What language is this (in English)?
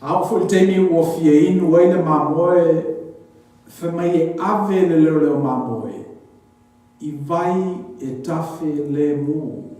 Samoan